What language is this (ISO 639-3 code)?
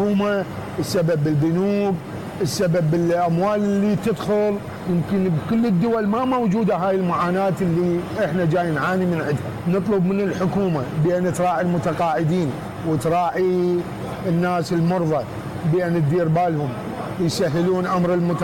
acm